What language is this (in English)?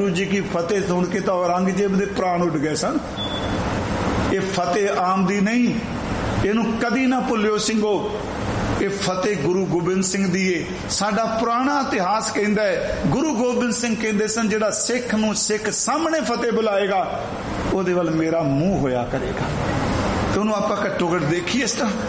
Punjabi